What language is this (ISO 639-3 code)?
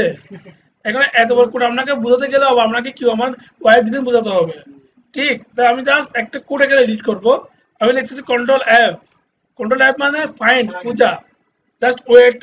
ben